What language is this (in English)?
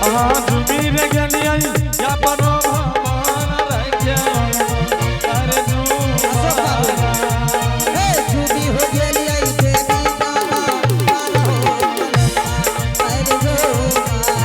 Angika